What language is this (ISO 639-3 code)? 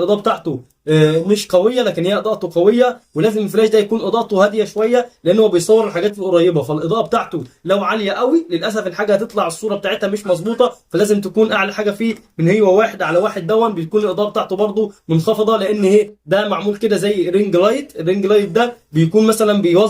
arz